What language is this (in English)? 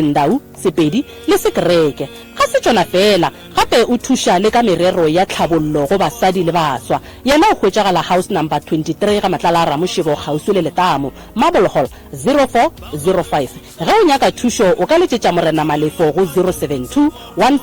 Northern Sotho